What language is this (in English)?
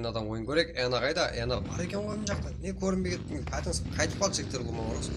Kara-Kalpak